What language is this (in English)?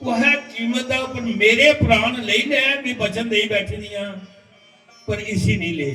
Dogri